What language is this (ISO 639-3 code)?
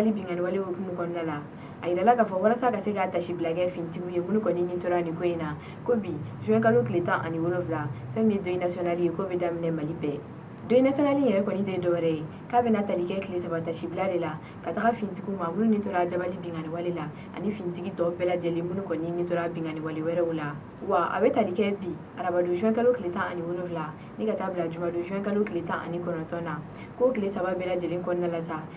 bam